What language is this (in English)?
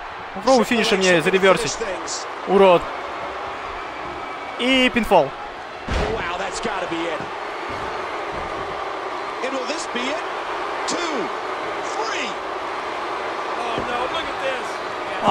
Russian